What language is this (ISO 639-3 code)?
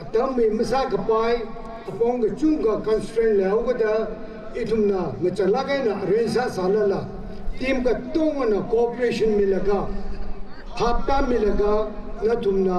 nmf